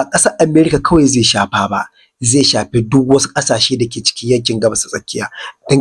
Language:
Hausa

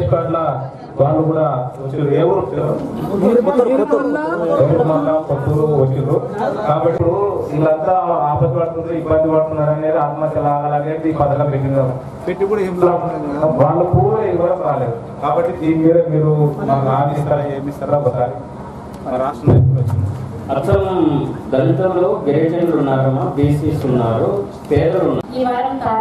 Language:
Telugu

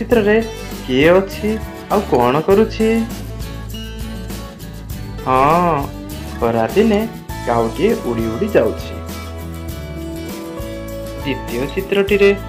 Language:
Odia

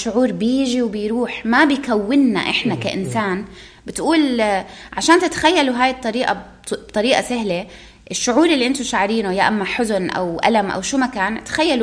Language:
North Levantine Arabic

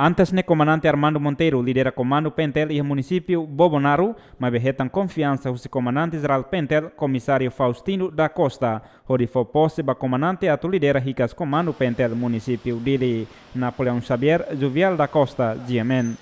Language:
Tetum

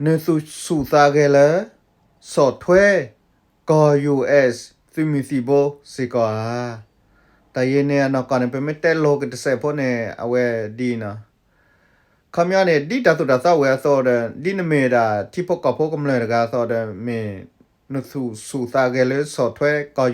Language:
S'gaw Karen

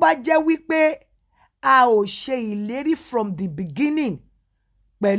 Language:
Yoruba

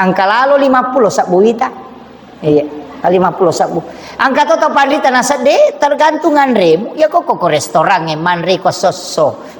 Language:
Buginese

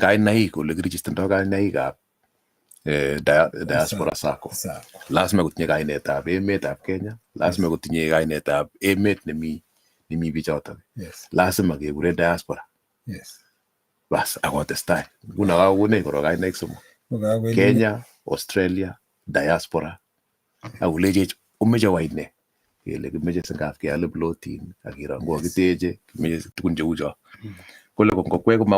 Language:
Kalenjin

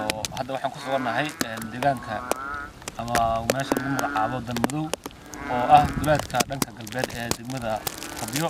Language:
Somali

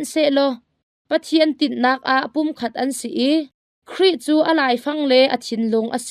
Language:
Hakha Chin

